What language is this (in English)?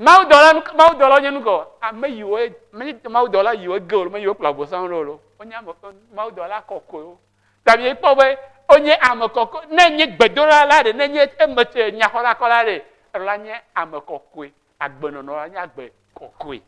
Ewe